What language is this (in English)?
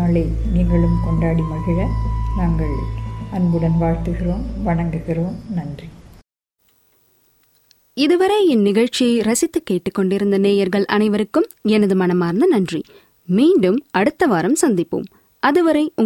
Tamil